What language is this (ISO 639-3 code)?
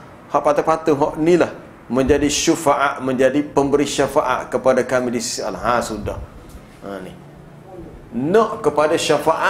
msa